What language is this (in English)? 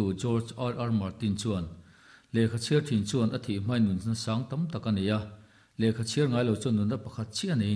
Mizo